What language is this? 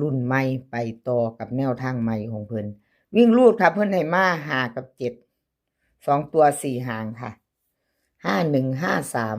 Northeastern Thai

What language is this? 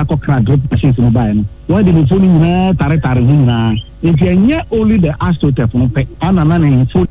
Akan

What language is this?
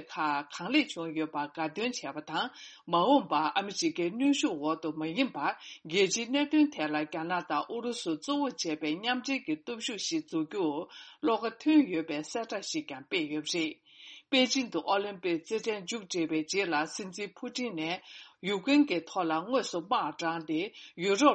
Tibetan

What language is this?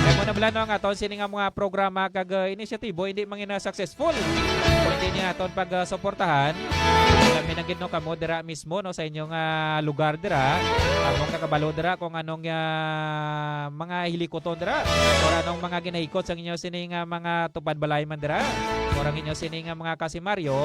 Hiligaynon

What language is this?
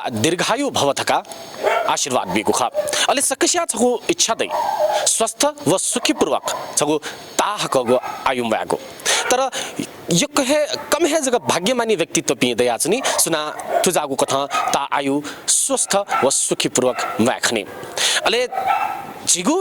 Newari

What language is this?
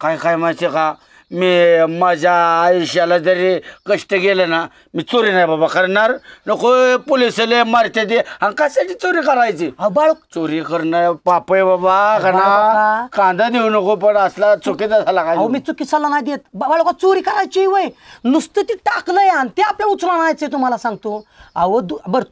Marathi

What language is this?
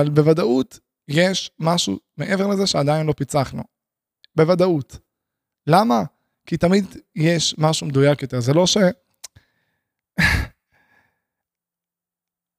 Hebrew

